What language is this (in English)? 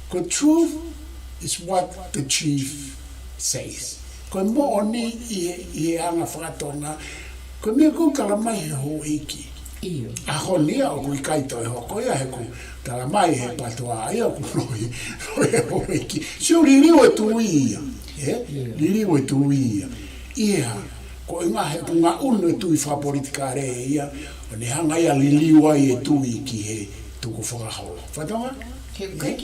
Tongan